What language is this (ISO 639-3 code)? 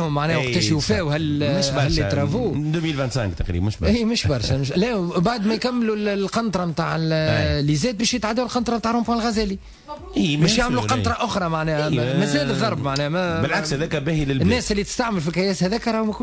aeb